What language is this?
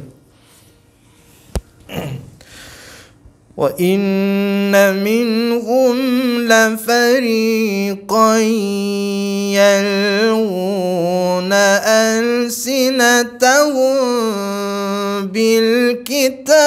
Malay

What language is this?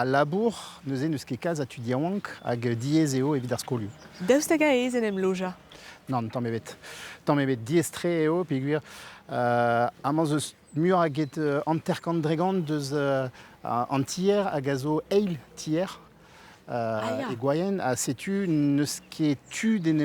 Breton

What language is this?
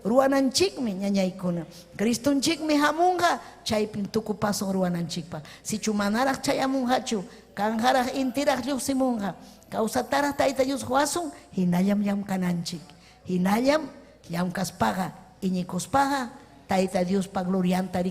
Ayacucho Quechua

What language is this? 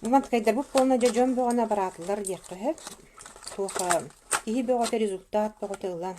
Yakut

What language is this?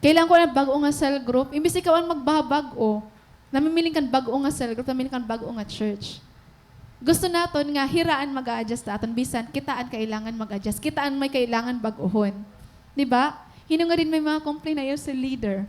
Waray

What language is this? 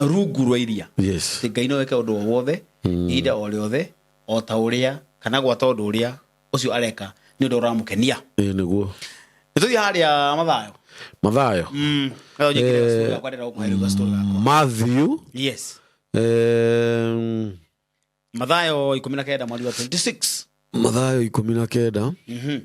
Kikuyu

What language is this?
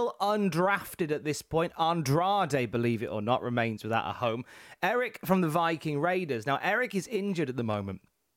English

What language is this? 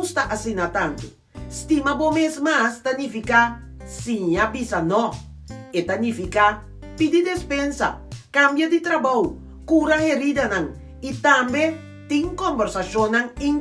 Papiamento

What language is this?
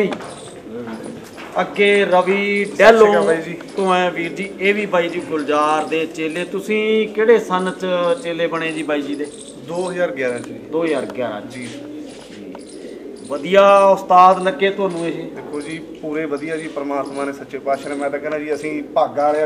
Punjabi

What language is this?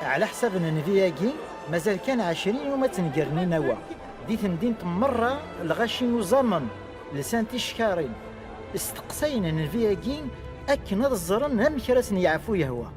Kabyle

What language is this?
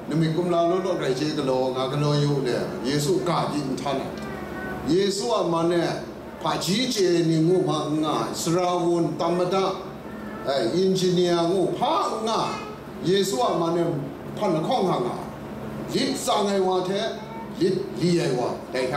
Kachin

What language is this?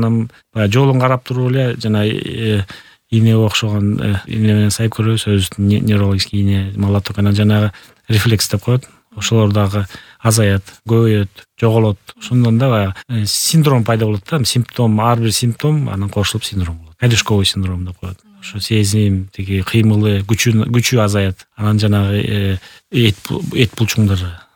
Kyrgyz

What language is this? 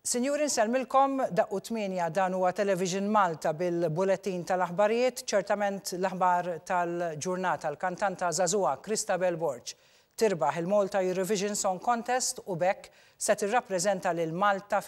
Maltese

